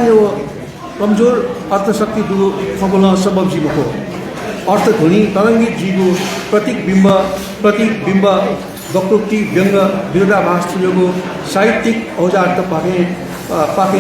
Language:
Newari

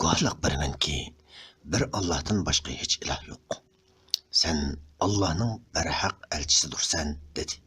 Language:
Uyghur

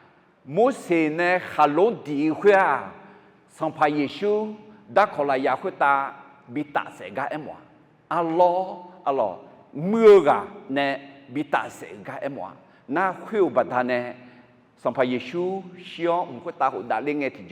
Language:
Akha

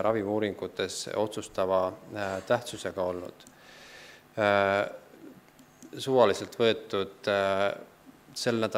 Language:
Estonian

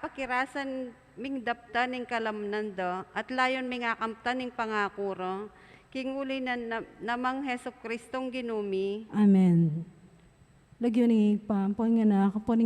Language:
Pampanga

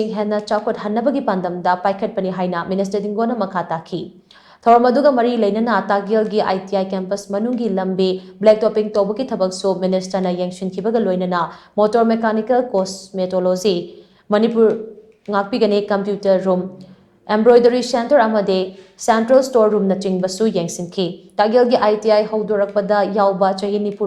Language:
Manipuri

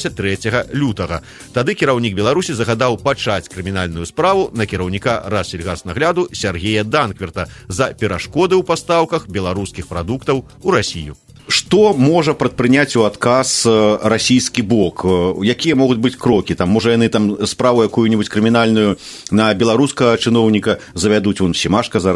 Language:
Belarusian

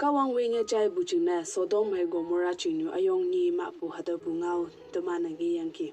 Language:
Konyak Naga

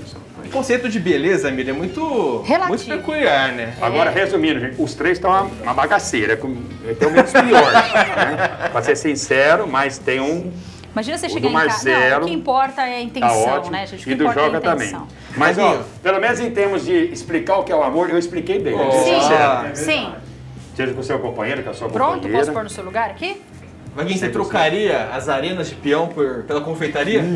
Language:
Portuguese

